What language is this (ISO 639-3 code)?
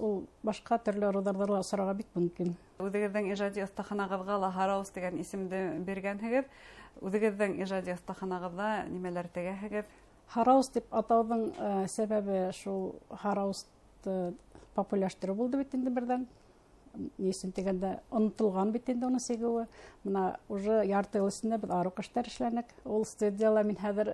bak